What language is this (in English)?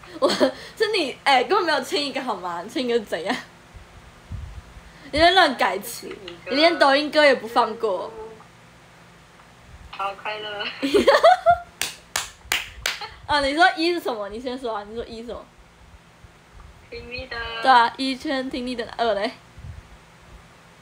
Chinese